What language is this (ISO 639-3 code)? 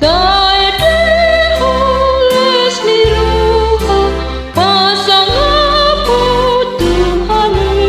bbc